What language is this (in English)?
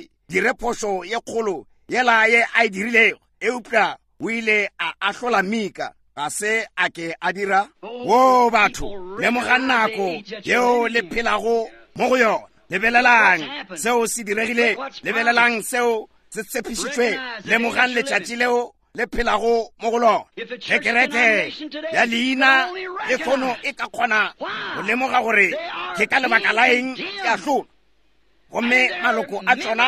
Northern Sotho